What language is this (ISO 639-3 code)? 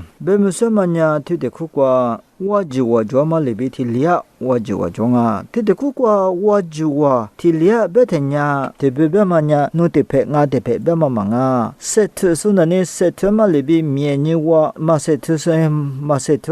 lis